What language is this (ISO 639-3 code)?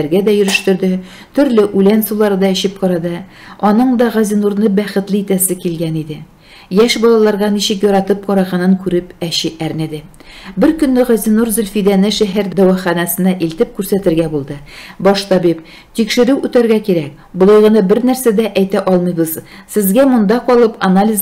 tat